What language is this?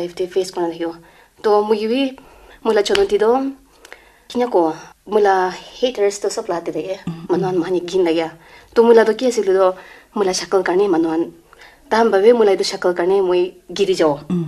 Naga Pidgin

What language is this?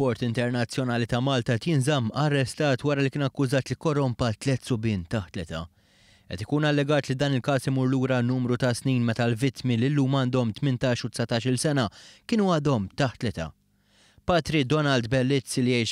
Maltese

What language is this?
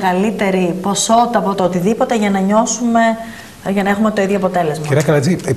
Greek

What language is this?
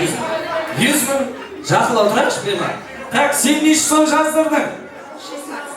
Kara-Kalpak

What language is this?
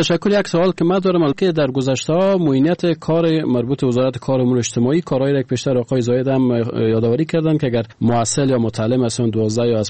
Persian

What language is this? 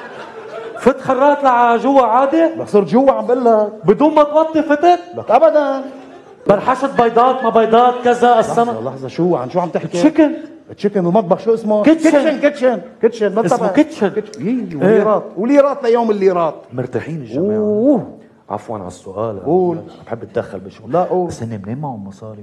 North Levantine Arabic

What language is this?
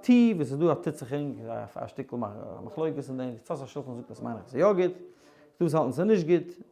Yiddish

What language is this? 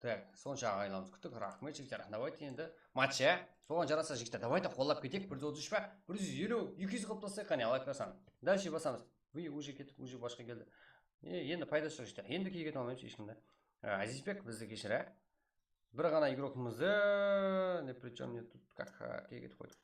Kara-Kalpak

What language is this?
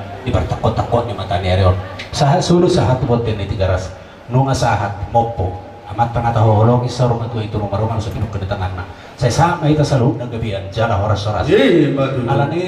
Batak Toba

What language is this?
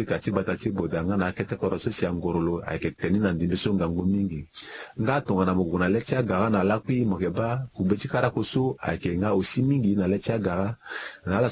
Sango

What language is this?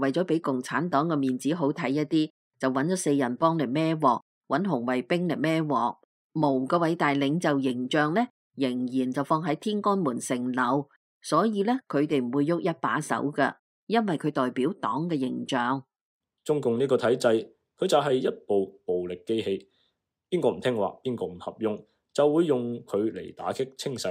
Cantonese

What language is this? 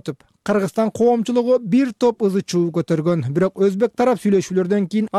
Kyrgyz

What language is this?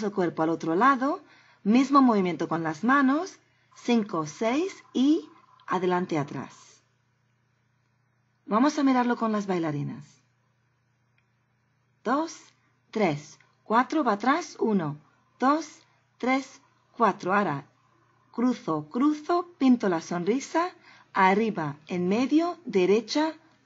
Spanish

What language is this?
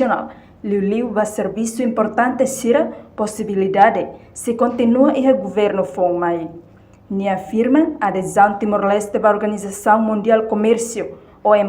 Tetum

